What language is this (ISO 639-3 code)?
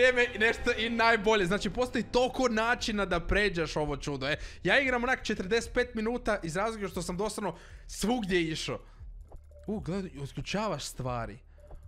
hrv